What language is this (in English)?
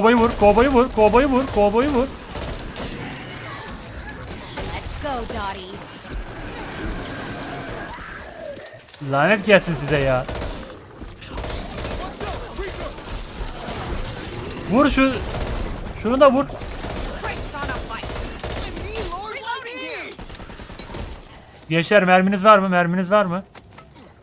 Turkish